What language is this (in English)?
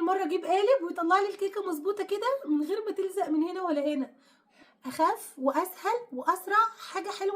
Egyptian Arabic